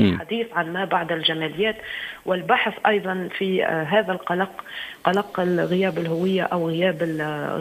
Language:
Tunisian Arabic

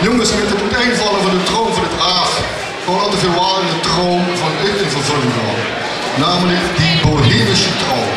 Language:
Limburgish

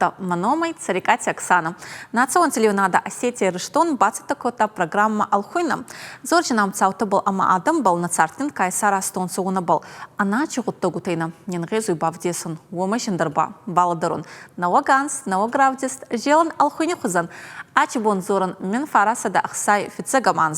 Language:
Ossetic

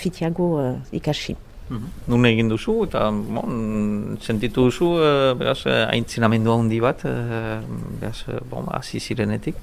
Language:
Basque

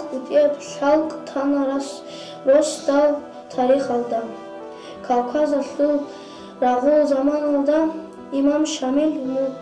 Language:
Avaric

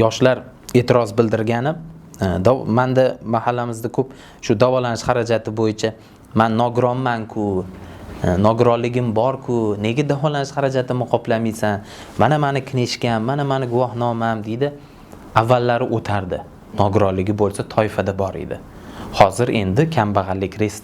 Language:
Uzbek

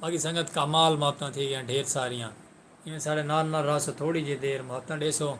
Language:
Saraiki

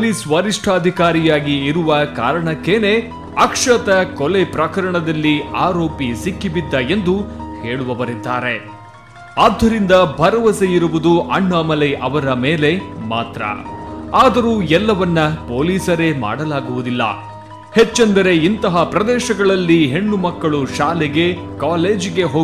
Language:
Kannada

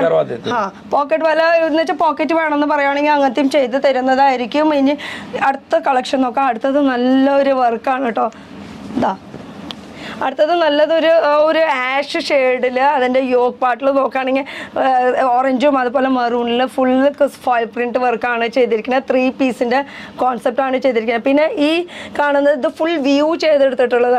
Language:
Malayalam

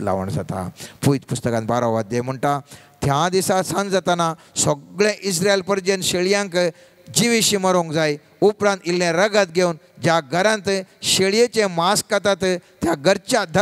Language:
Konkani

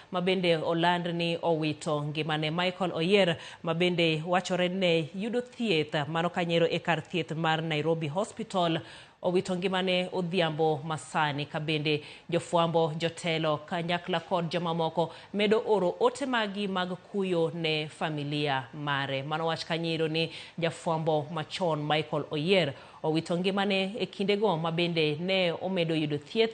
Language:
Luo (Kenya and Tanzania)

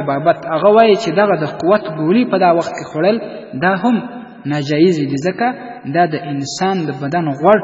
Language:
Pashto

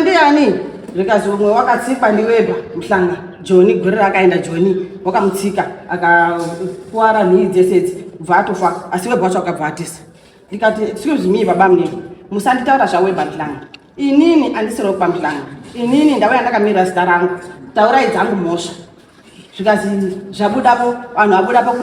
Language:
Shona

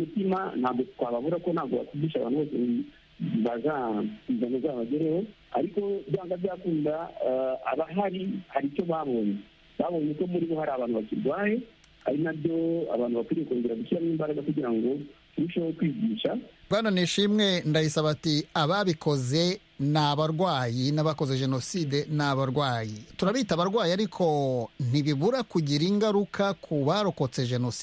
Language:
Kinyarwanda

